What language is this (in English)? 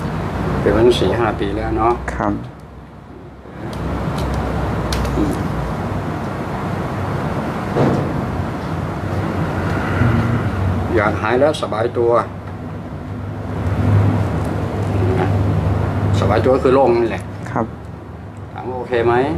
Thai